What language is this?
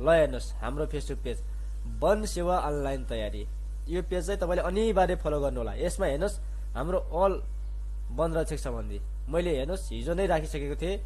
Nepali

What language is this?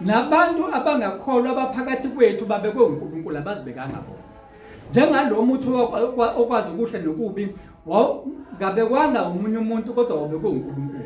Zulu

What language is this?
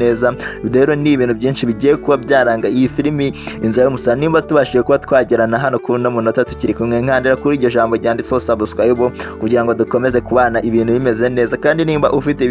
Kinyarwanda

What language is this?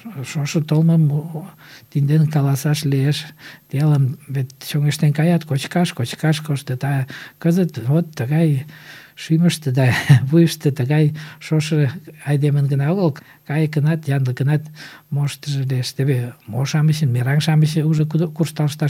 Mari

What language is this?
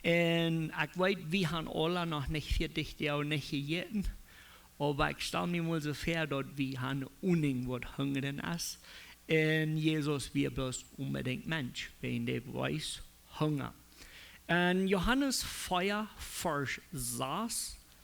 Plautdietsch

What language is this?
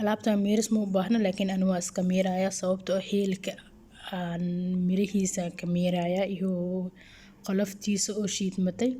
Somali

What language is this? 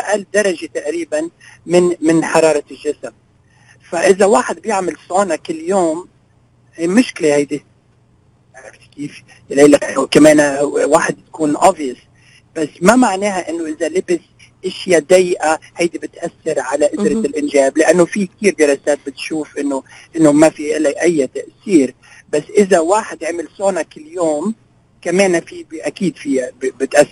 North Levantine Arabic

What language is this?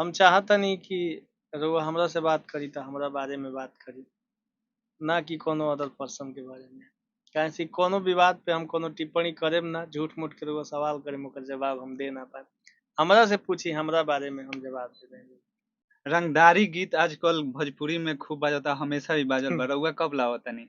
Bhojpuri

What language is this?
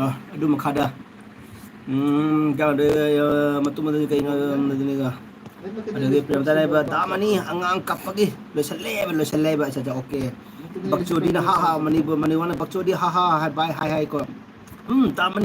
Manipuri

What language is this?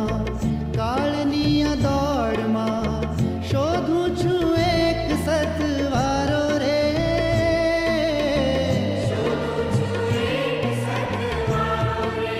Gujarati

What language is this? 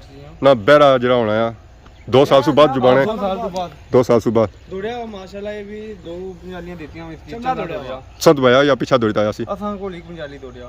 Pahari-Potwari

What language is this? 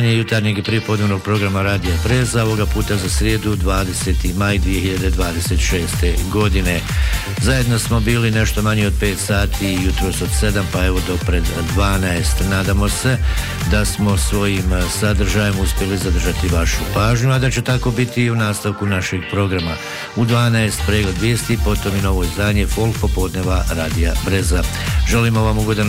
Bosnian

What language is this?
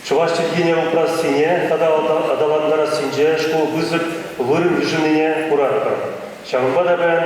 Chuvash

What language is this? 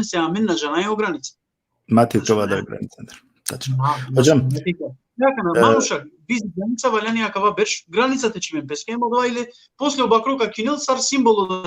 Balkan Romani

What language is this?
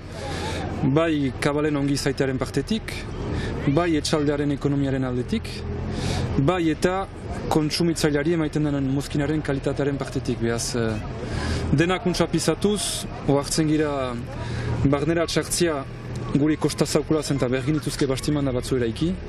Basque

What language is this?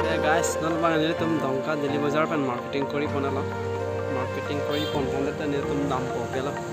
Karbi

